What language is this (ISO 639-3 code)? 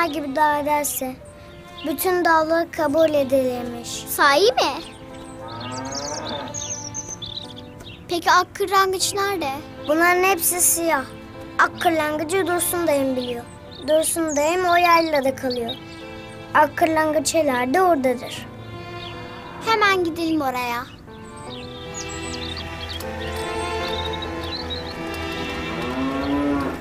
tur